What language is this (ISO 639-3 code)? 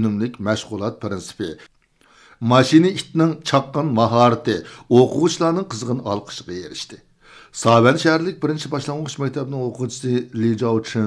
uig